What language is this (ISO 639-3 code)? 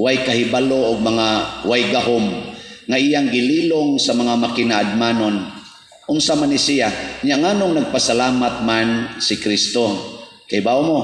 ceb